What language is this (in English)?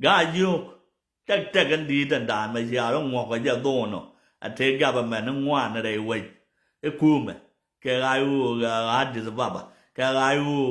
Nuer